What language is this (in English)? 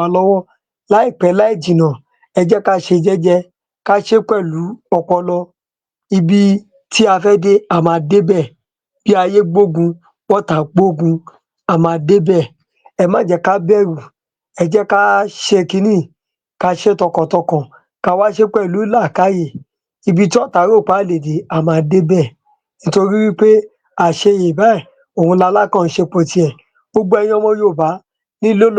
Yoruba